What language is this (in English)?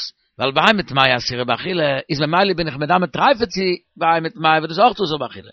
Yiddish